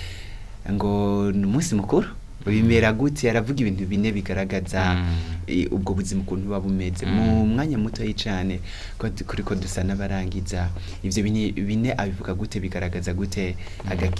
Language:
Rundi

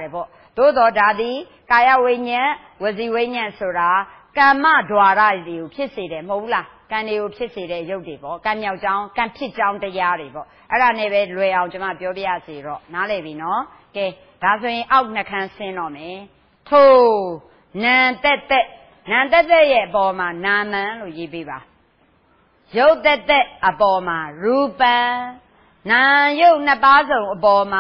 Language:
Burmese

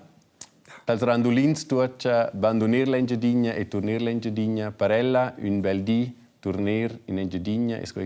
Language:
Romansh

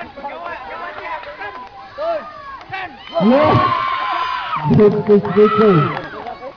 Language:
Filipino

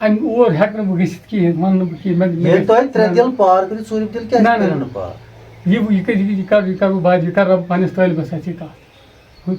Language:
Kashmiri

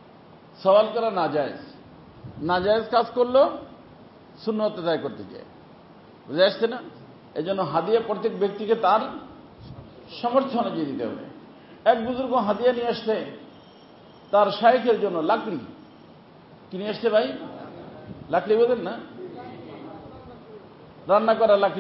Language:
Bangla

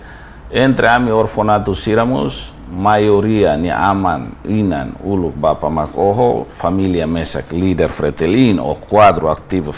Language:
Tetum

